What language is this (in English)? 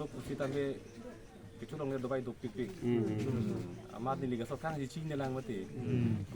Karbi